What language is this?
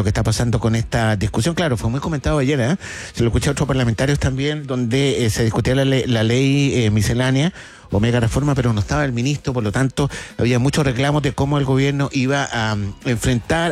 Spanish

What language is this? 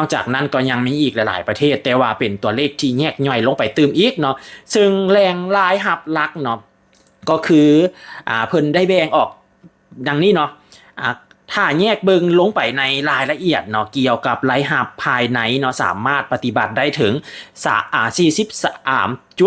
Lao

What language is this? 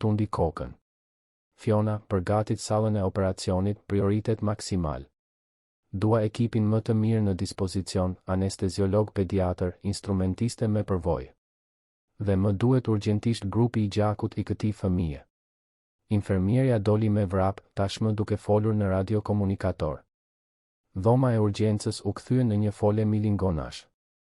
Albanian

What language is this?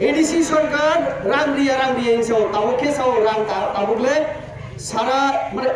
Kok Borok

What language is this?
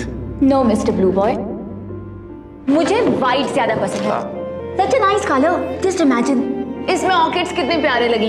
Hindi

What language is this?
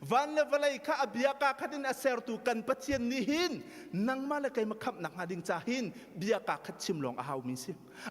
Hakha Chin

